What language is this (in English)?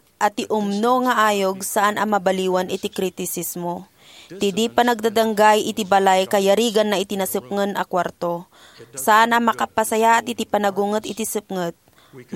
Iloko